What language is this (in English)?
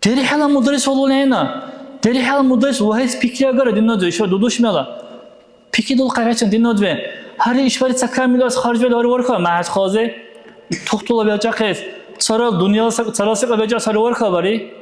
Dargwa